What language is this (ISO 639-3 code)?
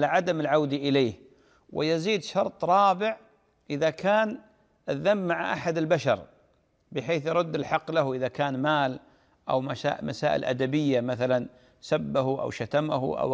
ara